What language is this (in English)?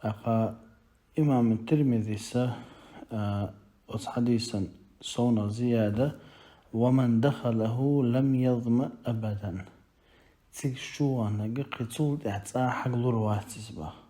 Chechen